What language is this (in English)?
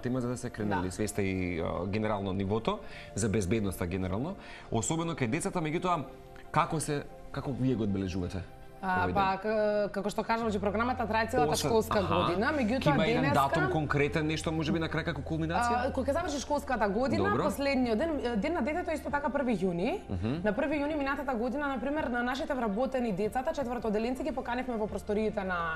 Macedonian